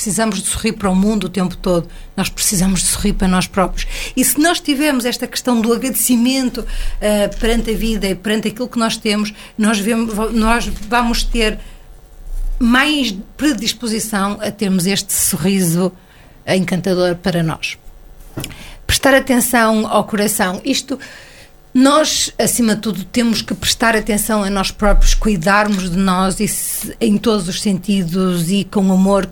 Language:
Portuguese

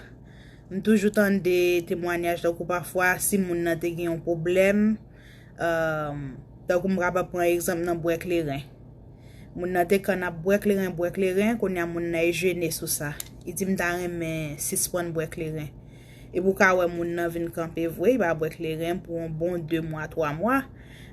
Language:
Haitian Creole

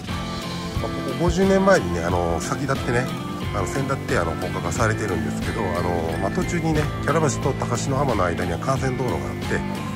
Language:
Japanese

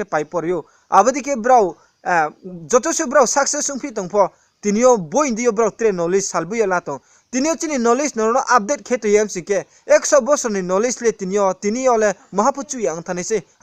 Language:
Riang (India)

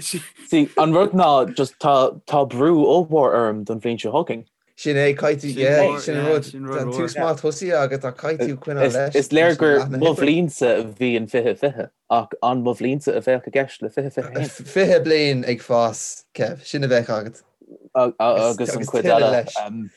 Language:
Irish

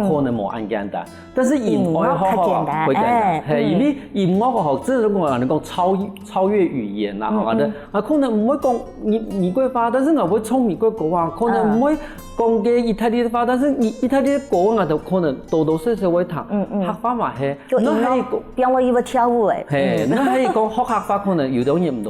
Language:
Hakka Chinese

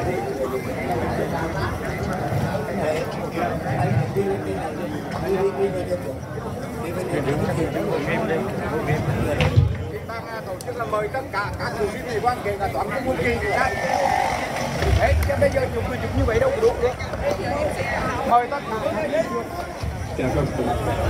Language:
Vietnamese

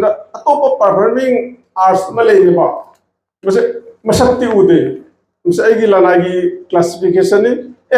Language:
Manipuri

